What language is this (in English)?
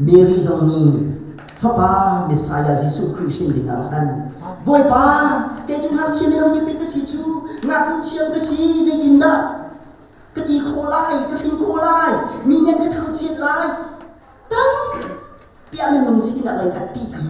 Hakha Chin